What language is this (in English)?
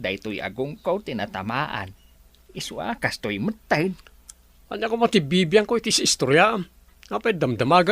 Iloko